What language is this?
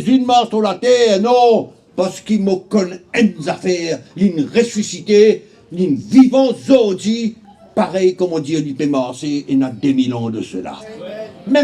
Morisyen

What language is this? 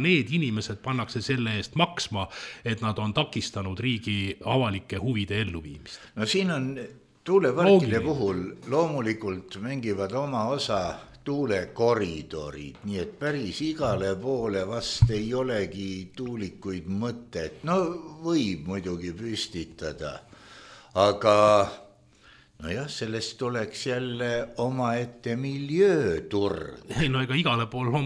Estonian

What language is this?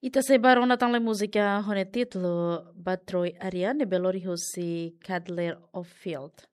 Tetum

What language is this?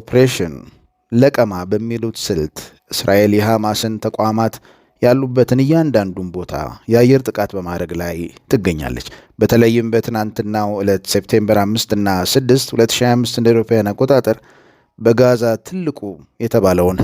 Amharic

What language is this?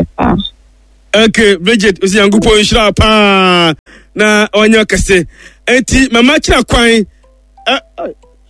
Akan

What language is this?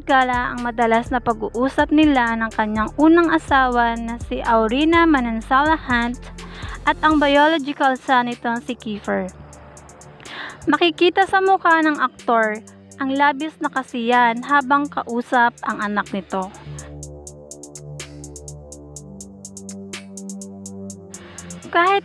Filipino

